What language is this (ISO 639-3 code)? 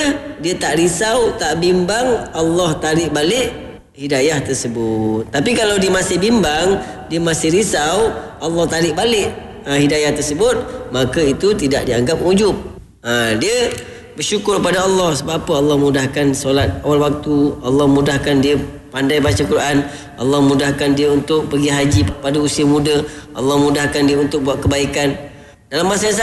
msa